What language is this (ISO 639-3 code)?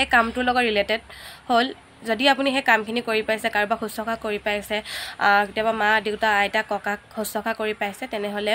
asm